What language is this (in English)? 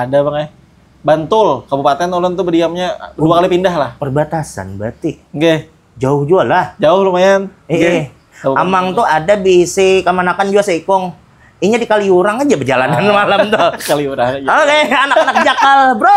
Banjar